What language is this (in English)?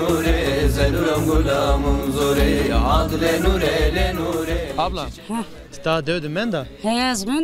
Zaza